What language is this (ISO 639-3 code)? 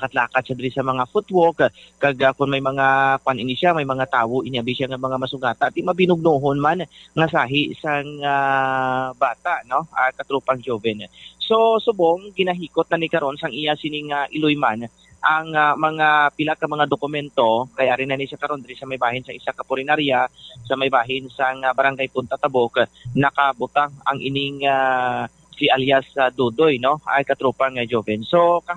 hil